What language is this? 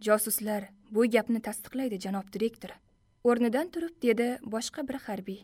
Uzbek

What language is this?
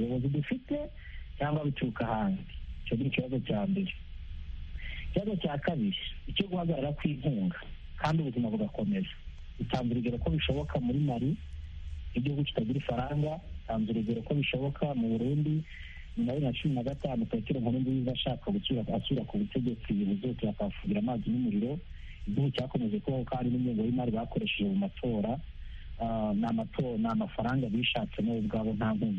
Kinyarwanda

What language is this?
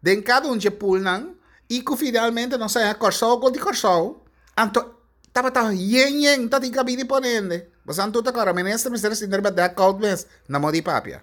Papiamento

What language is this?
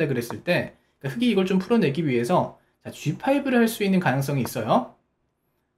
Korean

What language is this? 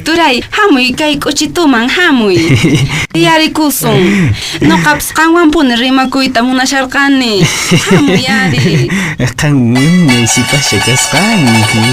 Quechua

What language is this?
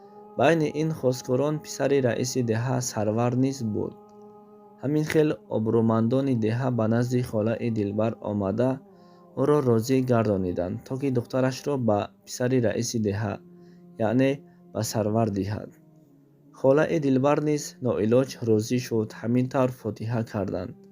Tajik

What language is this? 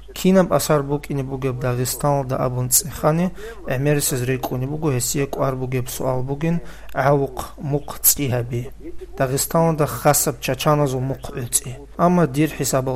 Avaric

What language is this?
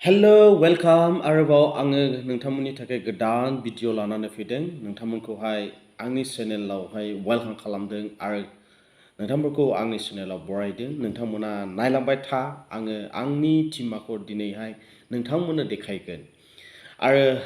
Bodo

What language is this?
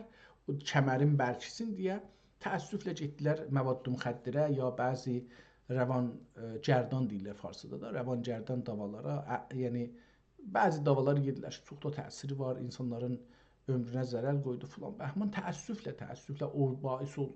South Azerbaijani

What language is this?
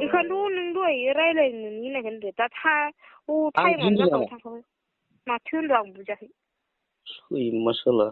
Bodo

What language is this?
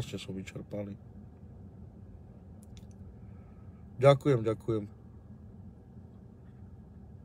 Slovak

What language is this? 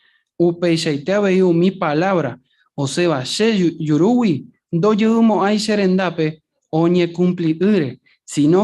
Guarani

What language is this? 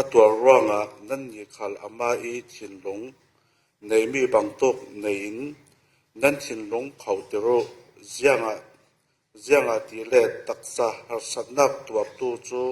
Falam Chin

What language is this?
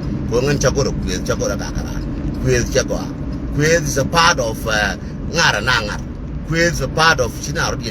Nuer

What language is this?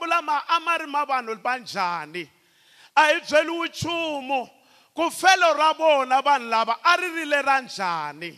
Tsonga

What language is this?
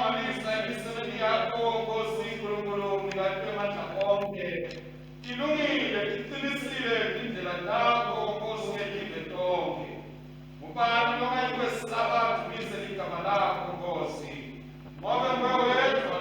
Swati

